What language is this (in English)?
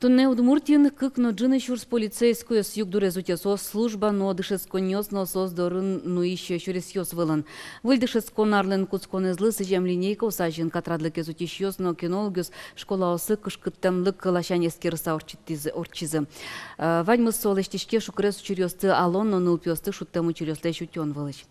Udmurt